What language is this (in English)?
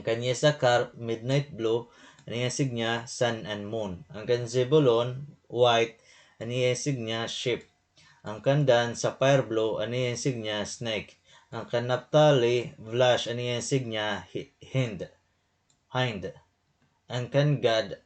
Waray